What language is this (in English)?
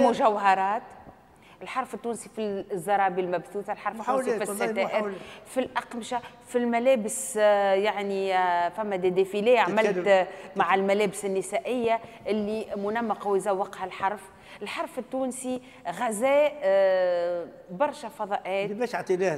Tunisian Arabic